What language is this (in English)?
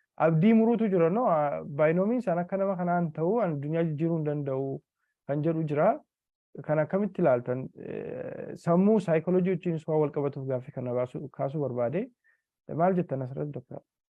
Oromo